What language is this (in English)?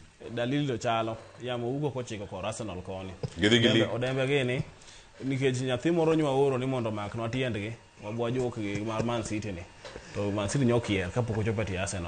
Luo (Kenya and Tanzania)